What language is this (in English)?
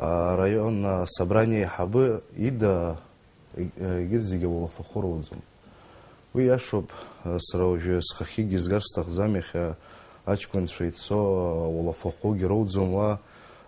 Abkhazian